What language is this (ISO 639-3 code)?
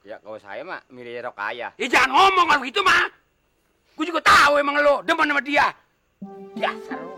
bew